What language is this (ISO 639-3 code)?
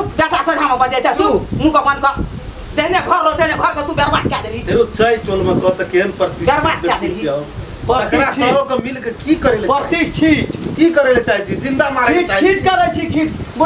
mai